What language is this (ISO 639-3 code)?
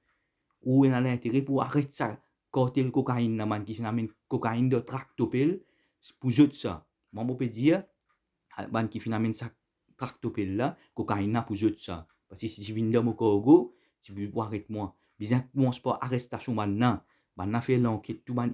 mfe